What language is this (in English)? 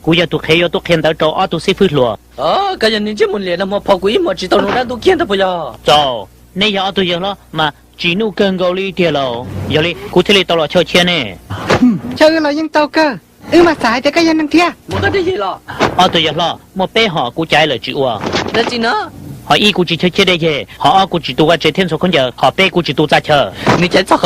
Hmong